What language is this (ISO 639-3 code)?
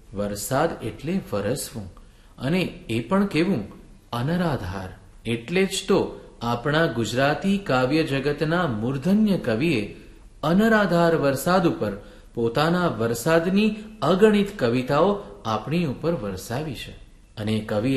guj